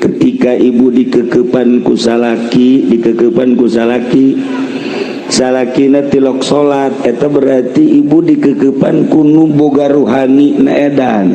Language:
Sundanese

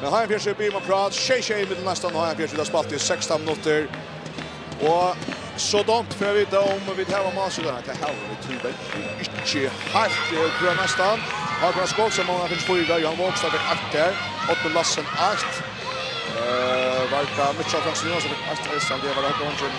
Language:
Faroese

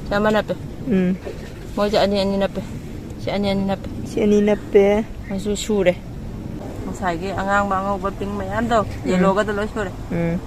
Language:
Manipuri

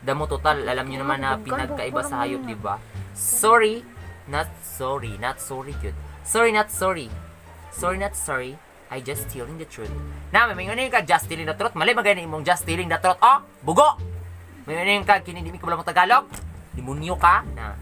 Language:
Cebuano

